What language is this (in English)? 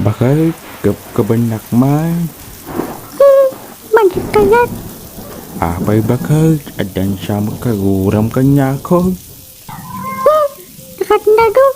Iloko